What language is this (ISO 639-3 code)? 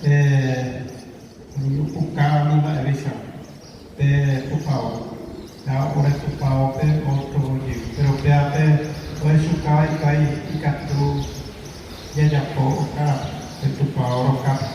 grn